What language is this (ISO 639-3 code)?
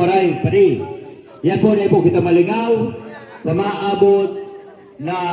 bik